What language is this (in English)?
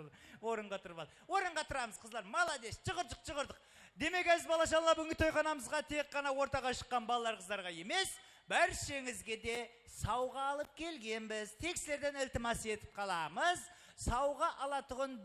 Kara-Kalpak